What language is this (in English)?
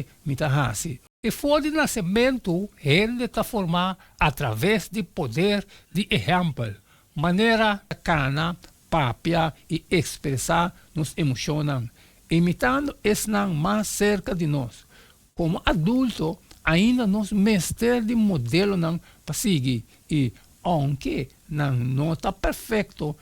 Papiamento